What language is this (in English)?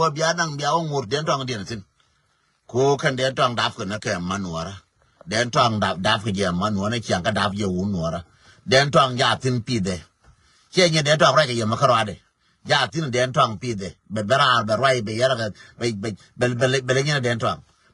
Nuer